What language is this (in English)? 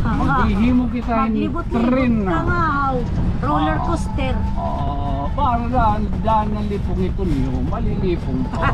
Waray